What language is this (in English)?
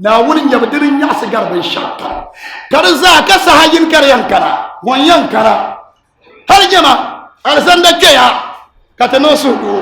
Dagbani